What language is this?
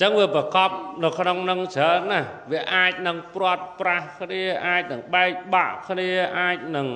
Khmer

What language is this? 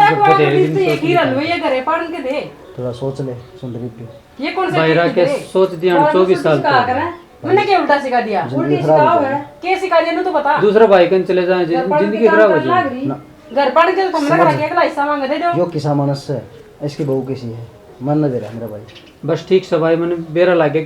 Haryanvi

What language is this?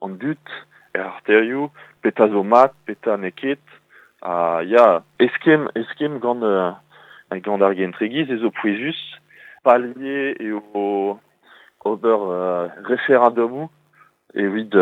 Breton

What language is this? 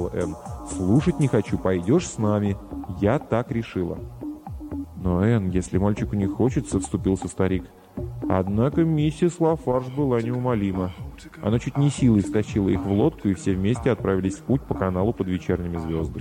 Russian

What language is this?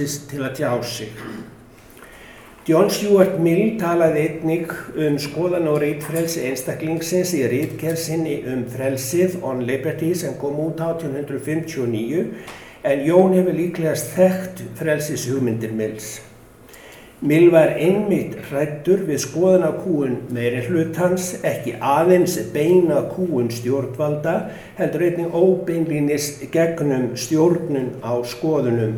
Icelandic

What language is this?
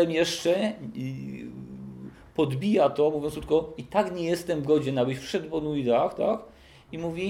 Polish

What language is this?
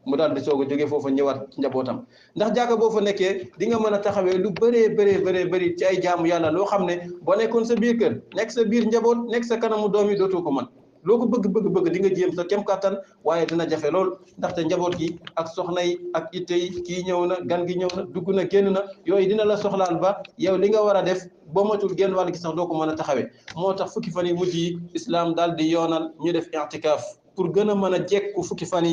Wolof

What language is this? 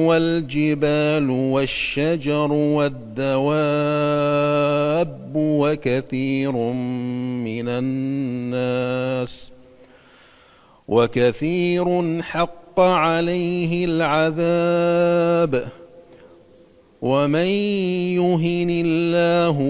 Arabic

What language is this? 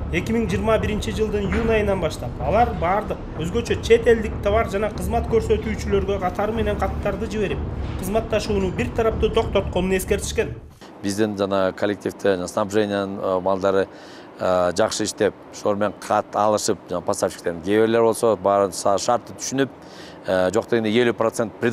Kyrgyz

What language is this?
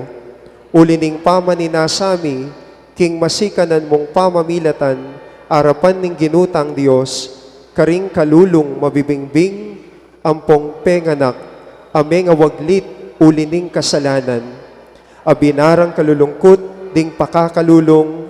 Pampanga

